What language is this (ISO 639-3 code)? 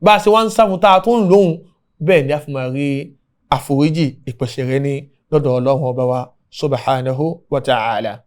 yor